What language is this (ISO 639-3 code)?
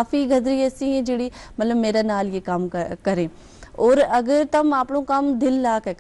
gju